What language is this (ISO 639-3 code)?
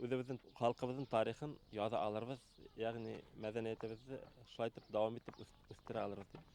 bak